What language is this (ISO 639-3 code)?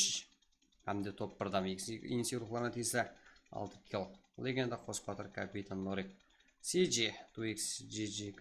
kaa